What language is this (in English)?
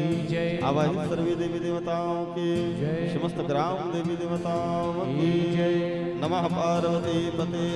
Chhattisgarhi